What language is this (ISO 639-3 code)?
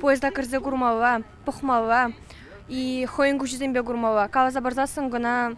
chv